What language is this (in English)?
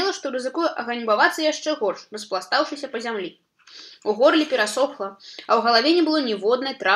Belarusian